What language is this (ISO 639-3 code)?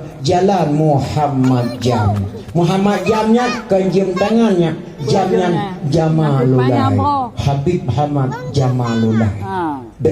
ace